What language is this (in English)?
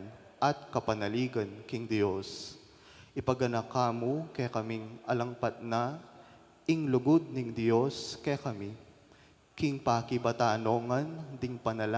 Pampanga